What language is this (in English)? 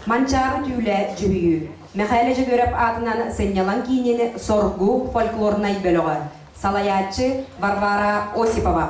Yakut